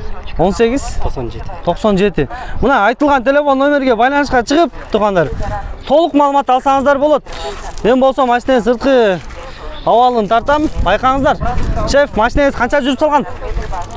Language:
Kyrgyz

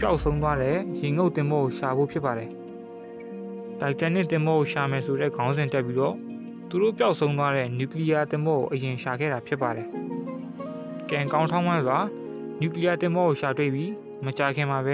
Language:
Burmese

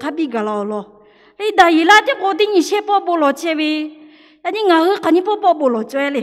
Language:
Lahu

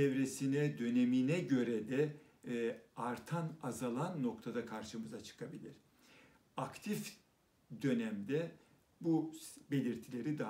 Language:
Turkish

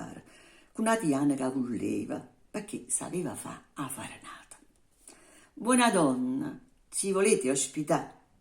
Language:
Neapolitan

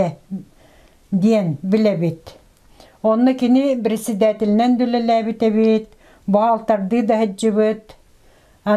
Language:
Yakut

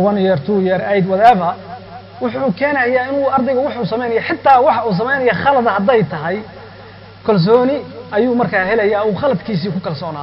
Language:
Somali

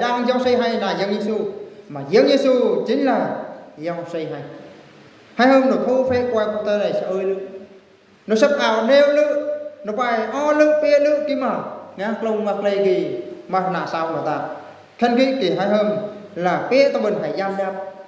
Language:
Eastern Bru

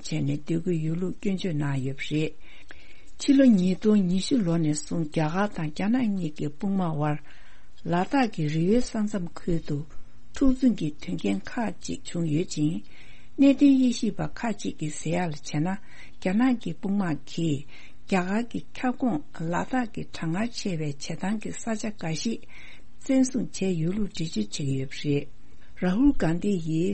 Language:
Tibetan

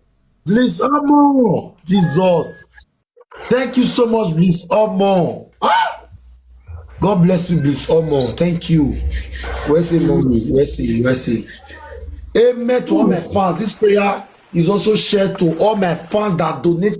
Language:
Nigerian Pidgin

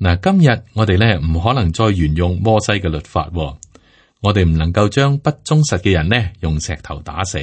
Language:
Cantonese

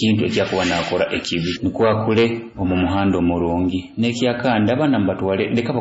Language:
Nyoro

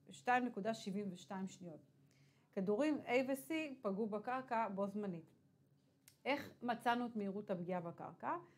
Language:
Hebrew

